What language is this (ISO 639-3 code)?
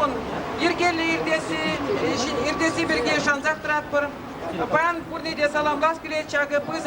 chv